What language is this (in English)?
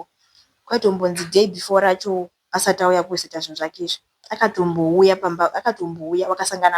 Shona